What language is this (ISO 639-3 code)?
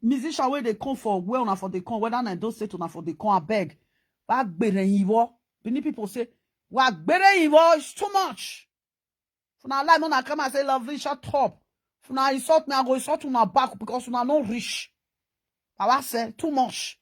pcm